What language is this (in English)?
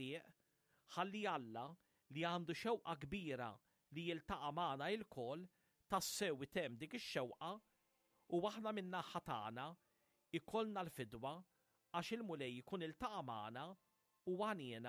Maltese